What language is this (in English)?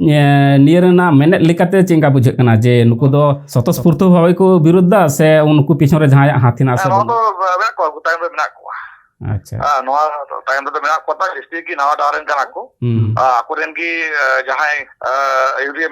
Santali